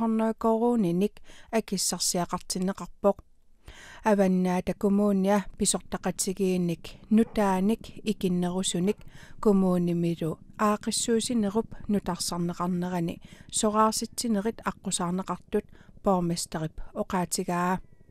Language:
Kalaallisut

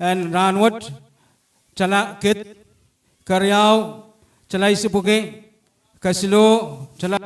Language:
Pohnpeian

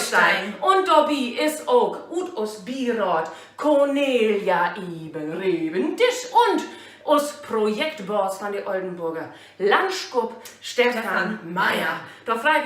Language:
Low German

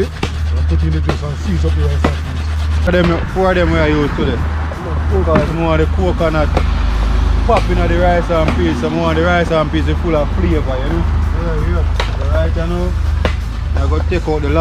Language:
Jamaican Creole English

